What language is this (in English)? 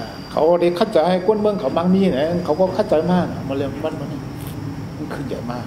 Shan